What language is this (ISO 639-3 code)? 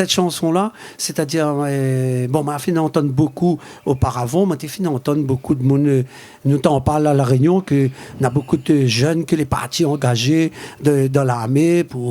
rcf